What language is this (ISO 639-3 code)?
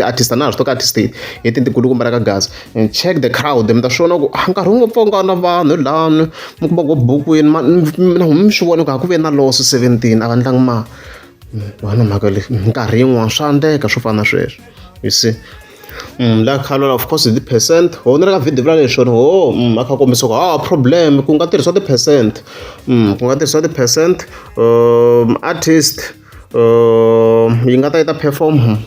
tso